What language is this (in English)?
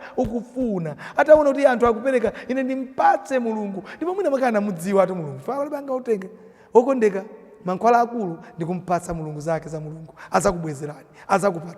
Nyanja